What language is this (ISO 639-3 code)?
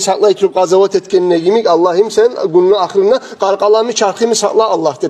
kum